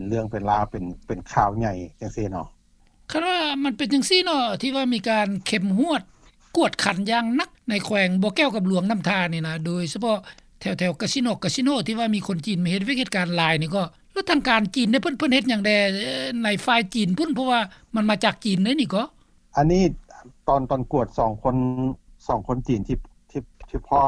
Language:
Lao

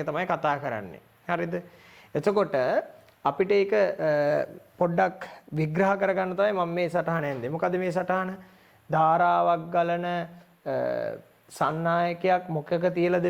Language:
Sinhala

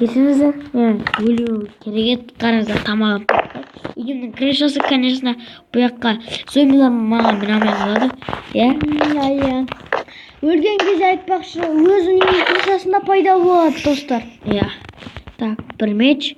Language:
Kazakh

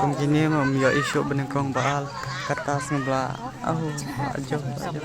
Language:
Khasi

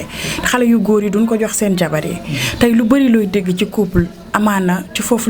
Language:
Wolof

